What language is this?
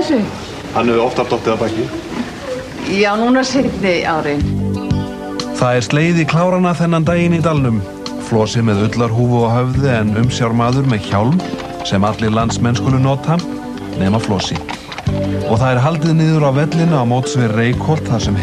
Icelandic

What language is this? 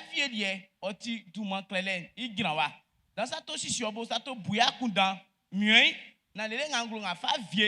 Baoulé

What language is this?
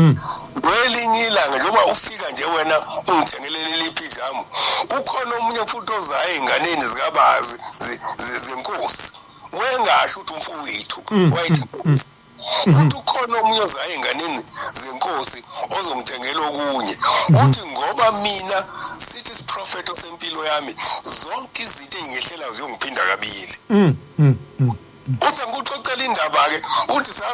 Zulu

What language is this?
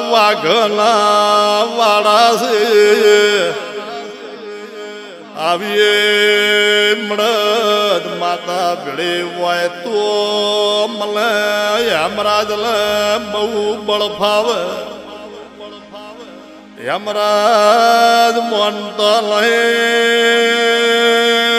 Gujarati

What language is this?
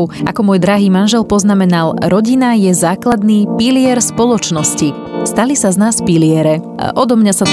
Slovak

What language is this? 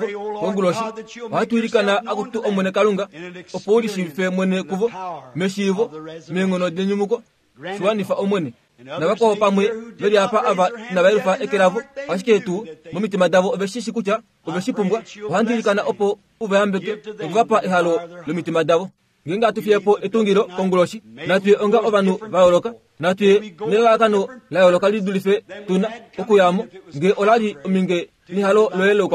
Kuanyama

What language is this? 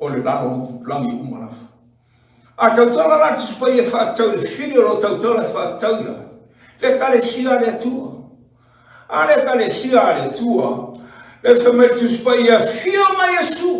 Samoan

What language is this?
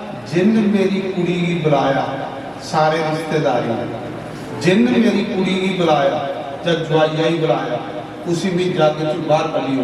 Dogri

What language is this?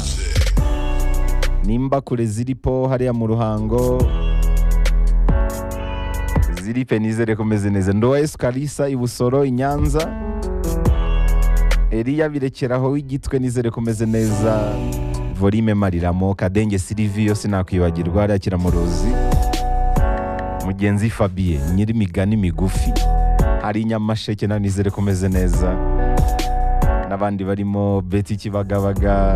Kinyarwanda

